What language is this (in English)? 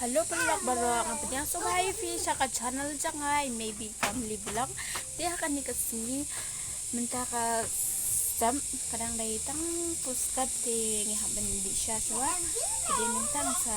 Khasi